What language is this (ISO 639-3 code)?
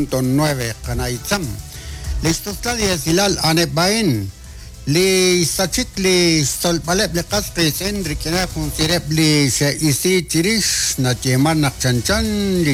kek